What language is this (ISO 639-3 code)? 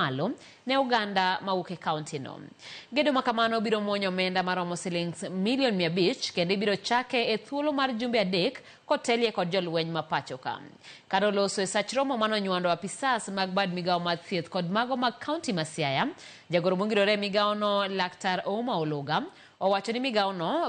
luo